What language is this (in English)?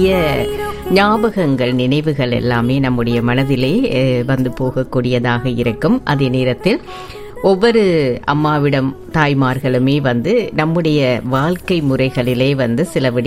Tamil